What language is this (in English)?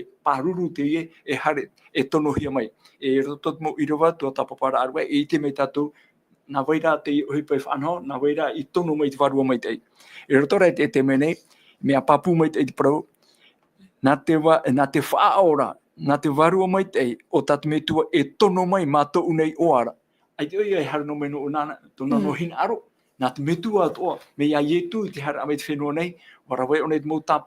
Tahitian